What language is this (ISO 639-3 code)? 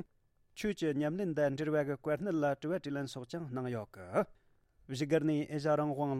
bod